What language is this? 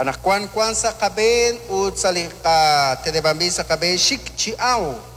Kekchí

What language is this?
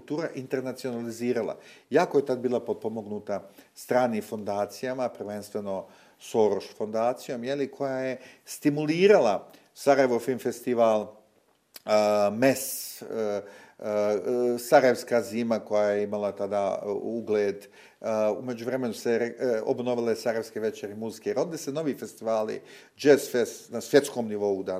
Bosnian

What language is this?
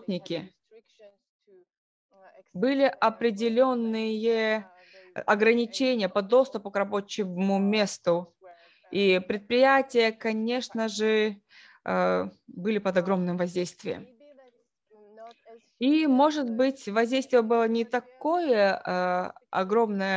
Russian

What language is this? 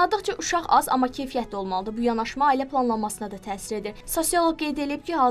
Azerbaijani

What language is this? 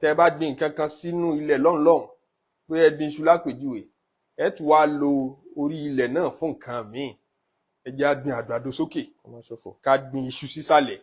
Yoruba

